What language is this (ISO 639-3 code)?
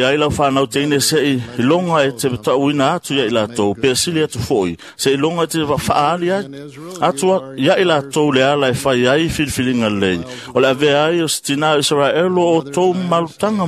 smo